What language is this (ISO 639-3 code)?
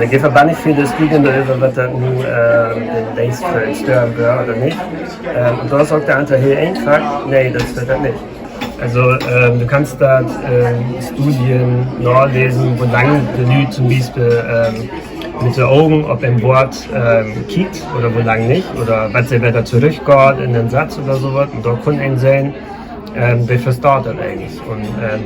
nds